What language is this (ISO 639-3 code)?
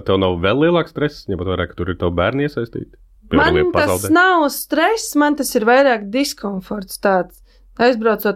lav